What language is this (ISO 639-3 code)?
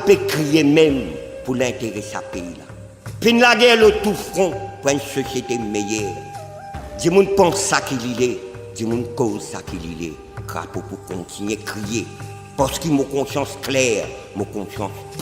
mfe